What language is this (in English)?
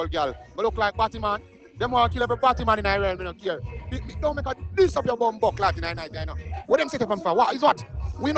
Jamaican Creole English